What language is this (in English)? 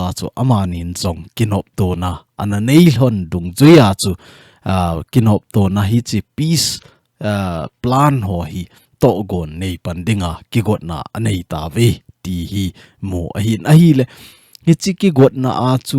Thado Chin